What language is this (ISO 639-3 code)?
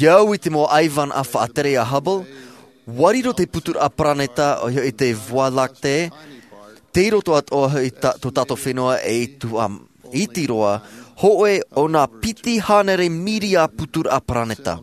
tah